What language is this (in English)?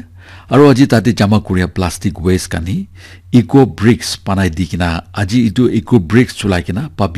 Naga Pidgin